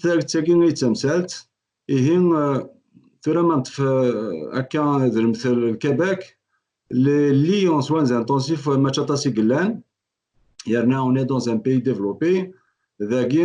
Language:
Kabyle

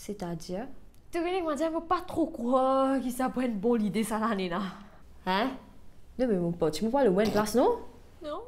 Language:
Morisyen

